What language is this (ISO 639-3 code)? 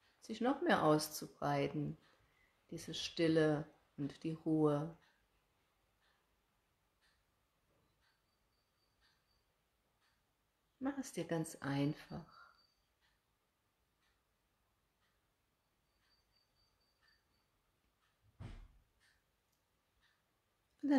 deu